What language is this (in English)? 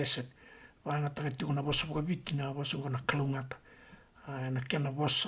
Fijian